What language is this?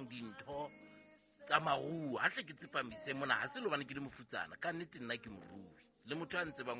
Southern Sotho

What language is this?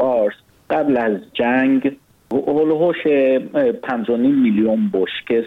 Persian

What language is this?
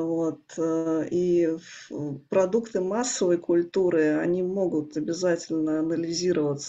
Russian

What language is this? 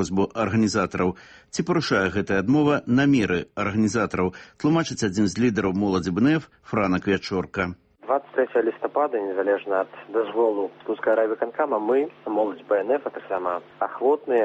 Belarusian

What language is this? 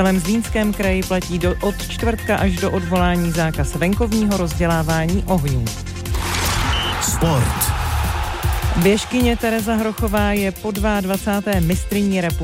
Czech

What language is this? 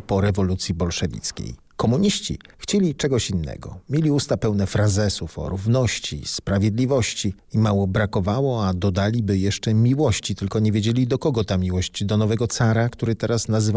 Polish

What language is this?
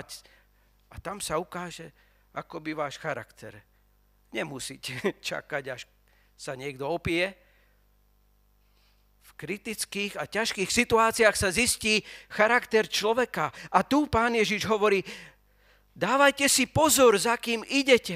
Slovak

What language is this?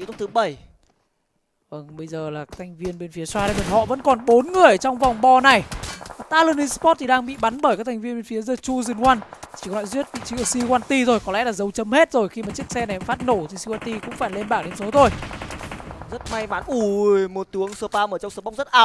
Vietnamese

